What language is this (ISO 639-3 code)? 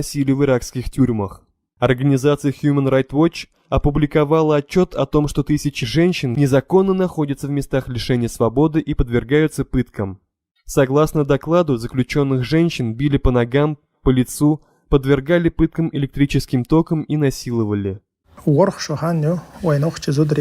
che